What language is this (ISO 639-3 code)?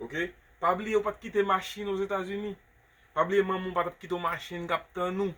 hat